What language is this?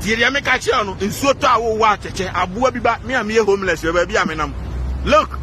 Akan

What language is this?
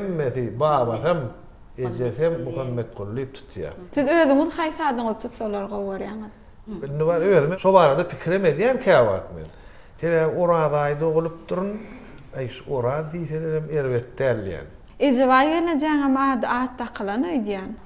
Turkmen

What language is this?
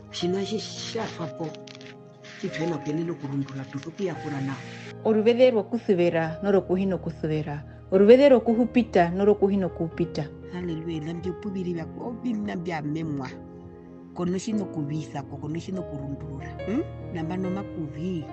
Herero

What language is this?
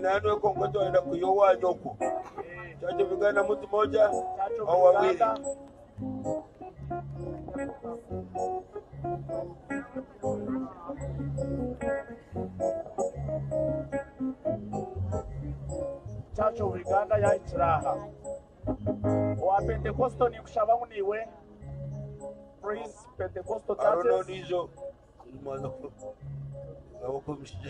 Swahili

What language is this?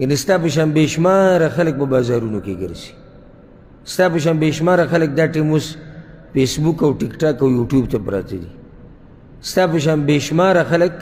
Pashto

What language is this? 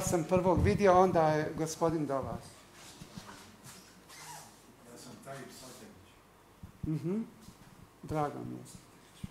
Bosnian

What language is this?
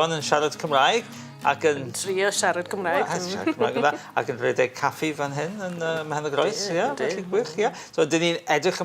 Welsh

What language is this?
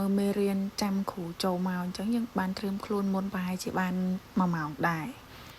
Khmer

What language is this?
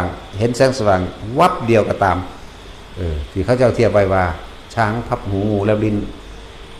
Northeastern Thai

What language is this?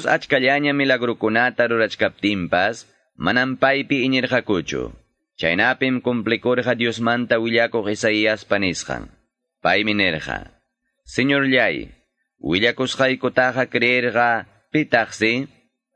Quechua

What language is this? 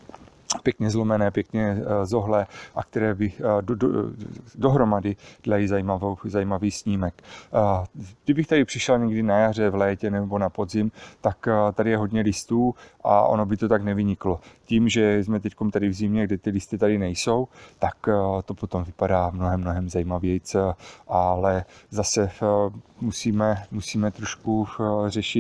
Czech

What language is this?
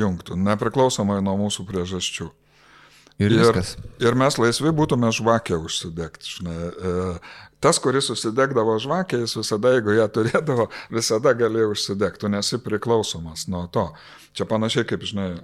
Lithuanian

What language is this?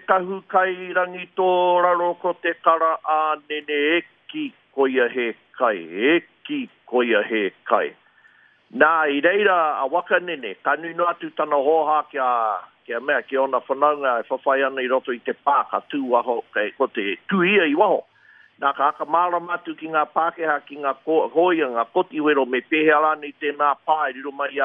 Māori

